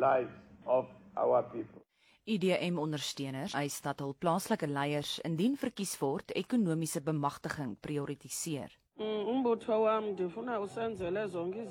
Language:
Afrikaans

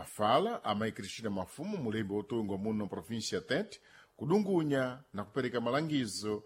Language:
Sena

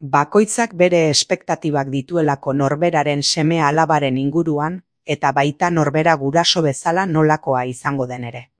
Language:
Basque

